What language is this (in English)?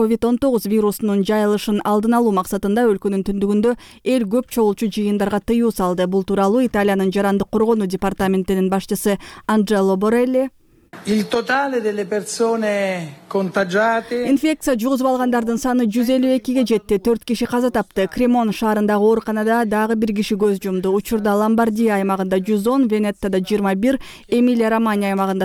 Kyrgyz